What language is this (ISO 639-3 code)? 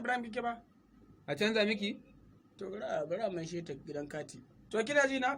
hau